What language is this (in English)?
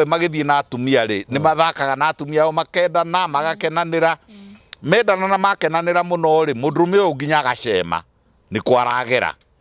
Kikuyu